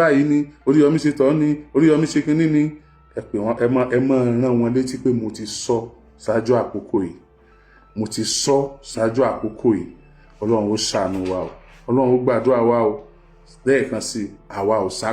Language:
Yoruba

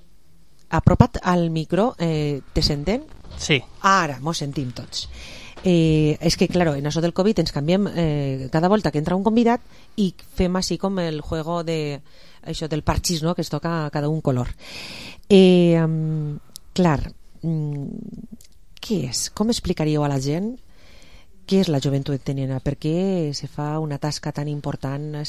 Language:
Catalan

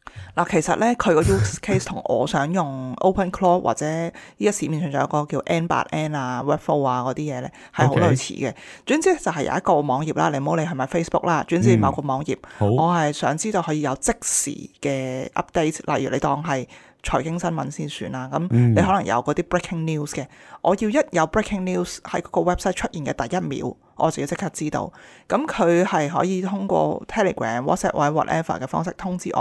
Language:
Cantonese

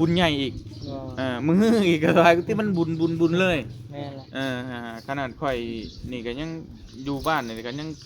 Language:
Northeastern Thai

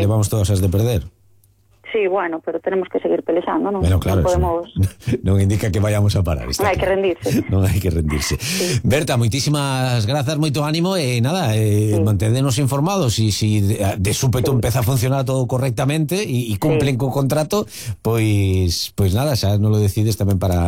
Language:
Galician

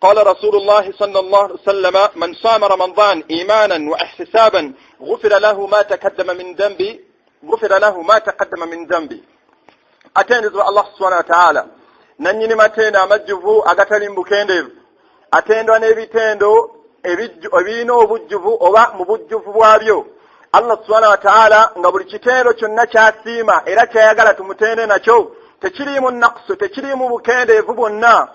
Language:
Ganda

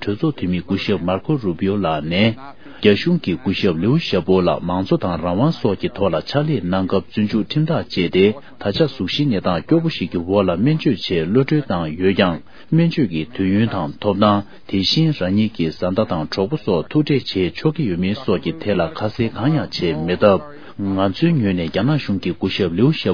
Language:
Tibetan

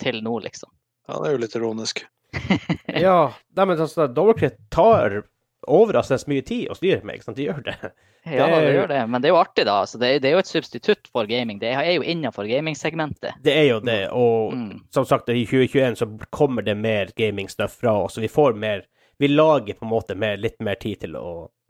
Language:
Norwegian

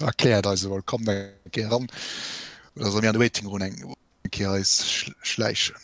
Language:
Luxembourgish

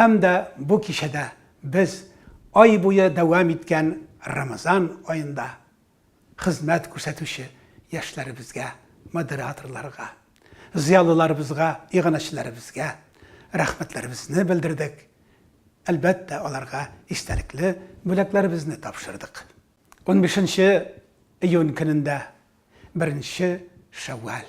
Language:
Tatar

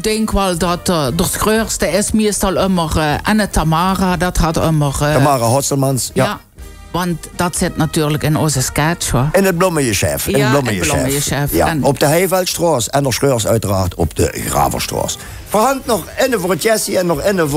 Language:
Limburgish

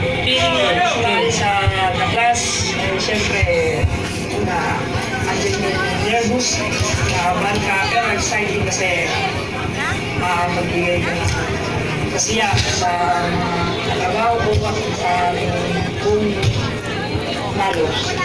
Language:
Filipino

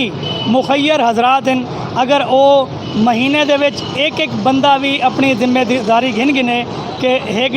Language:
Saraiki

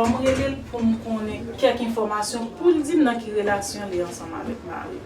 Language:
Haitian Creole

